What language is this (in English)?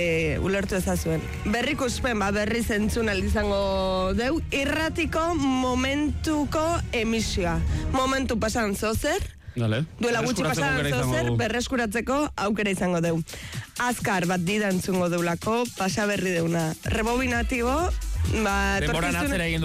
Basque